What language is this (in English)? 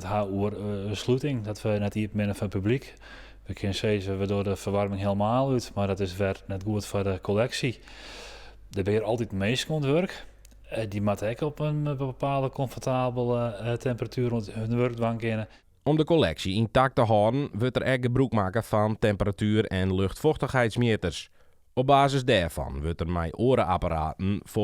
Western Frisian